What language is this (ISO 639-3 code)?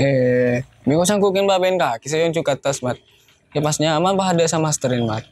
mad